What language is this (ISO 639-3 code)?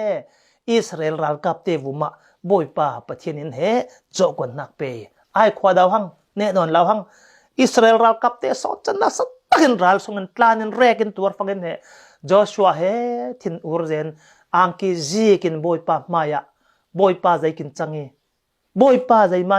cfm